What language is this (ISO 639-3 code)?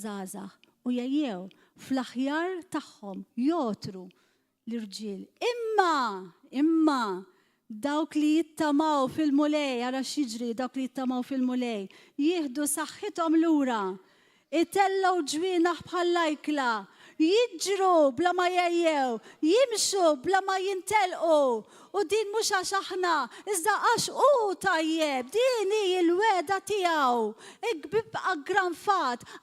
mlt